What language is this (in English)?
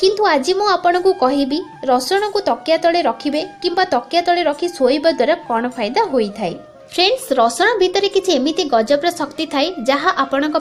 Odia